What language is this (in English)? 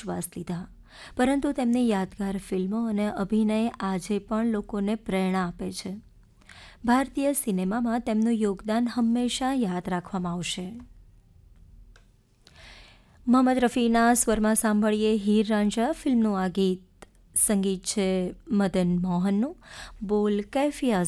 Gujarati